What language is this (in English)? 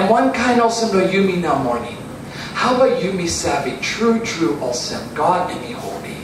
Tok Pisin